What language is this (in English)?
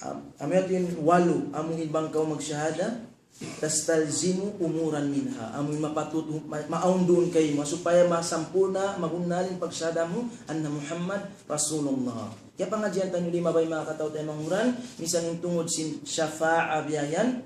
Tausug